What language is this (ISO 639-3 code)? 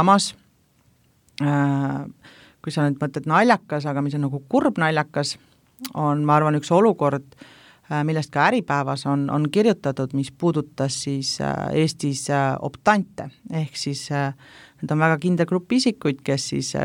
est